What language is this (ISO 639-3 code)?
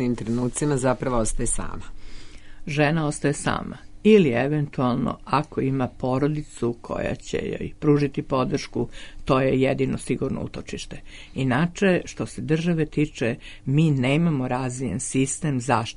srp